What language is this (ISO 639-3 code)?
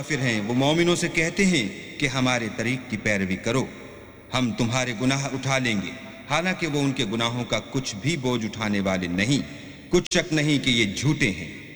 urd